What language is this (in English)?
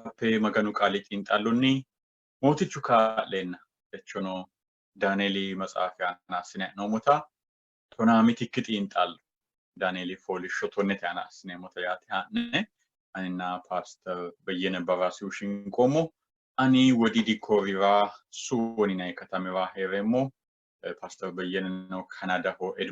Sidamo